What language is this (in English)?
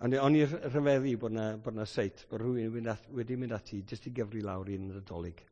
Welsh